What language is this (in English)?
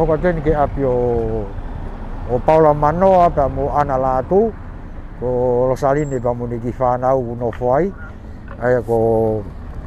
Tongan